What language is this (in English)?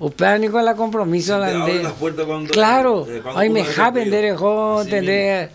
Guarani